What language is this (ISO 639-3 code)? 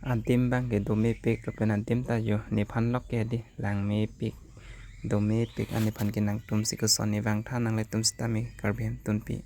mjw